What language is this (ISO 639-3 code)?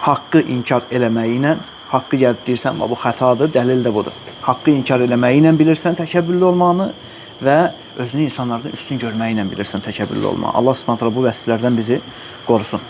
aze